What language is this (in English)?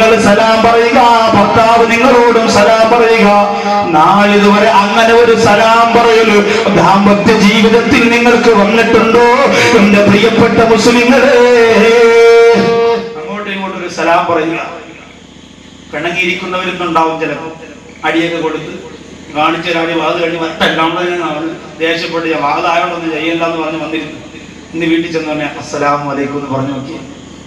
Malayalam